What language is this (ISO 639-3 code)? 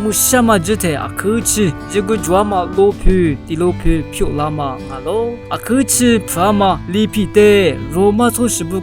lis